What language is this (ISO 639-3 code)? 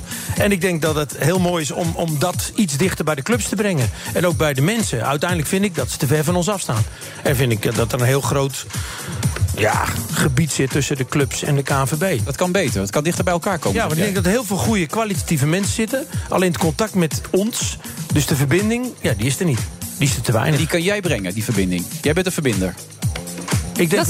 nld